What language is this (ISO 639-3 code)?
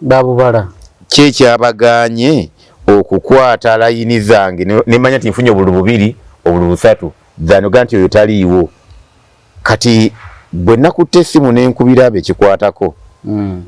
lug